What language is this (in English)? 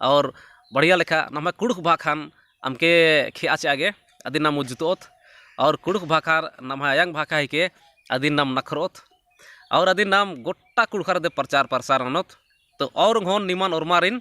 Kurukh